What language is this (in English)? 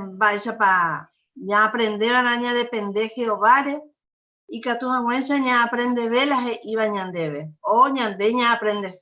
Guarani